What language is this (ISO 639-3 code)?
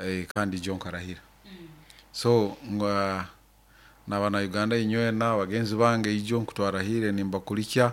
nyo